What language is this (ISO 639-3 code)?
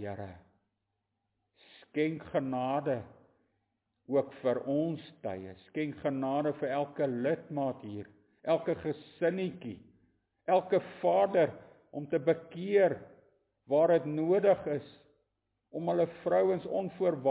afr